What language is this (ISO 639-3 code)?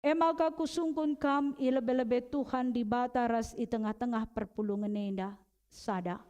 btx